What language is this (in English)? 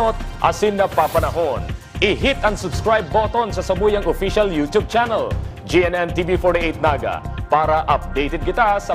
Bikol